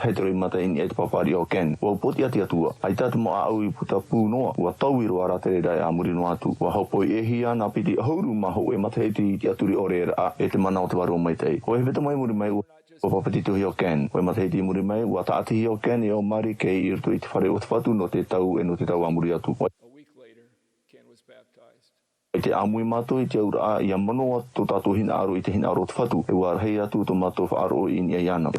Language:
Tahitian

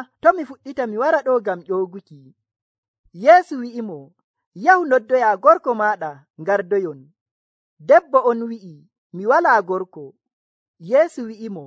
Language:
Nigerian Fulfulde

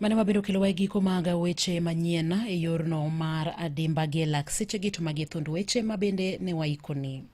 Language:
Luo (Kenya and Tanzania)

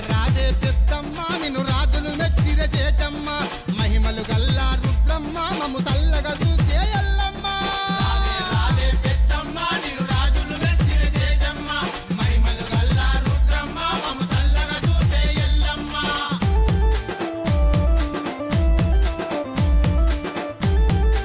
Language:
Telugu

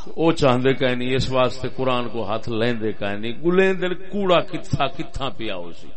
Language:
Saraiki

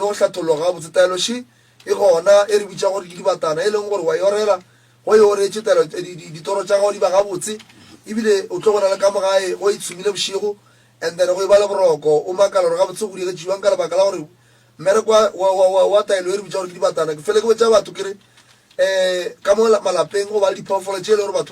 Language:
Northern Sotho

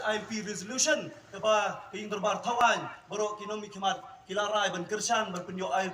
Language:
Khasi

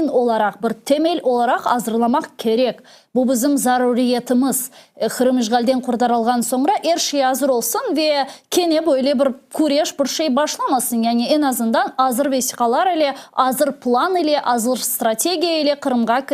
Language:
Crimean Tatar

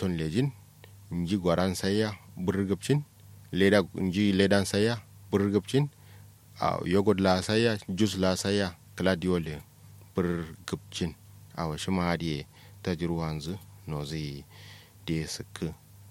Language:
Kanuri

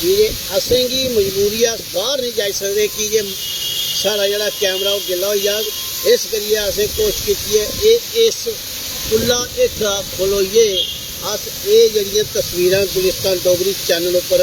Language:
Dogri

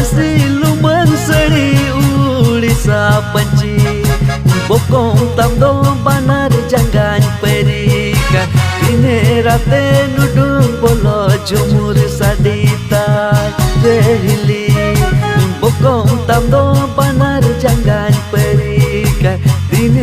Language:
Santali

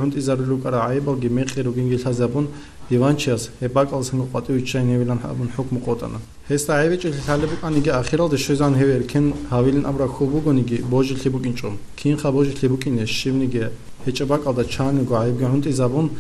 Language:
Avaric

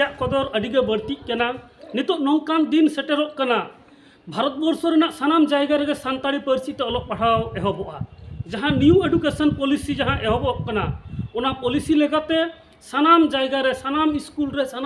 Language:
Santali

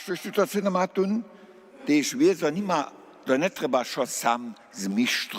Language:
Upper Sorbian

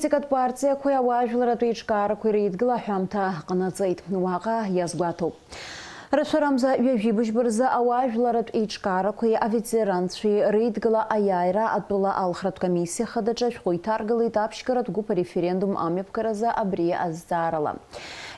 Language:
Abkhazian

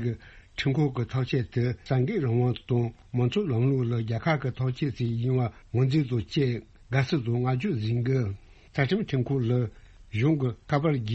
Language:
Tibetan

